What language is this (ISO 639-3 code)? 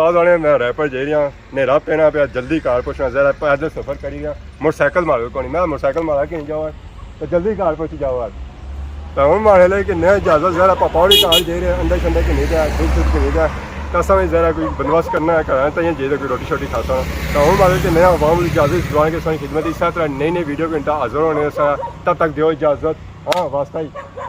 phr